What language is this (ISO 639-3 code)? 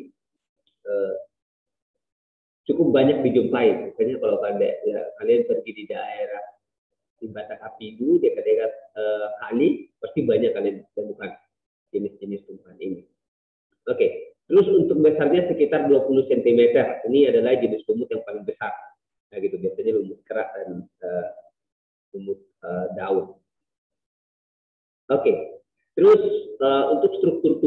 ind